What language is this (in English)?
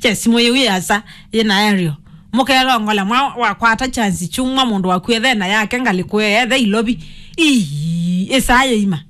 Kamba